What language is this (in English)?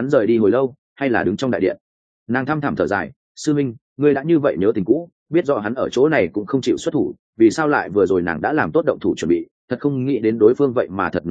Vietnamese